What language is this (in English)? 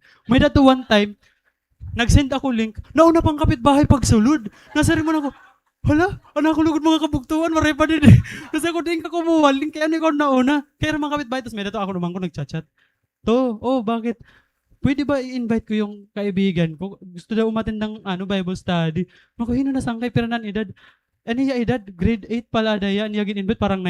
Waray